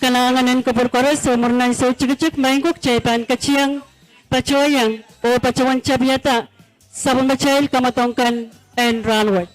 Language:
Pohnpeian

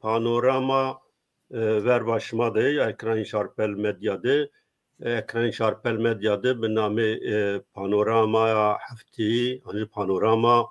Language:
Zaza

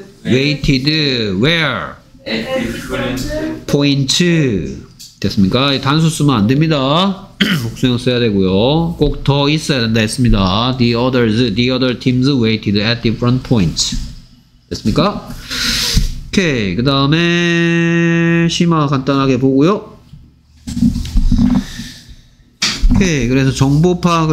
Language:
Korean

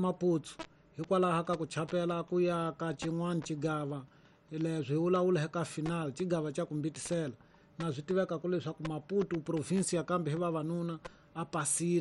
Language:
Tsonga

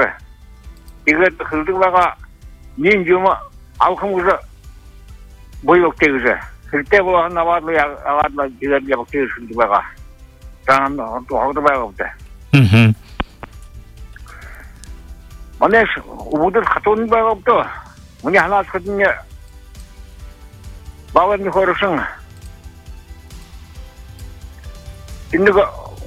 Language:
Buriat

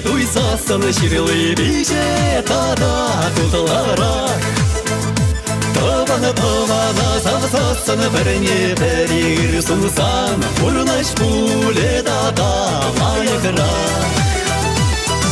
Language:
Chuvash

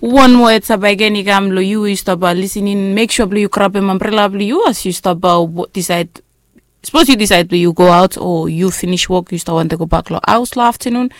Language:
Bislama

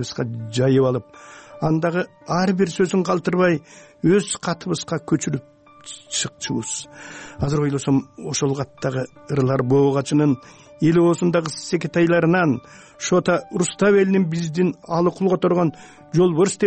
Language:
Kyrgyz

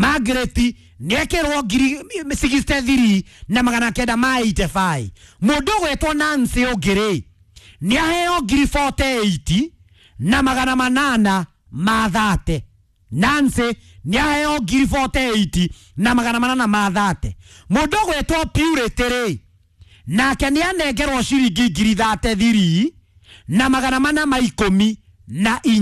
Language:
Kikuyu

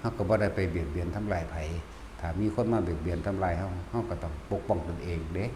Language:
Northeastern Thai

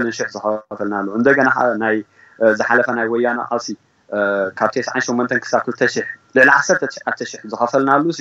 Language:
Tigrinya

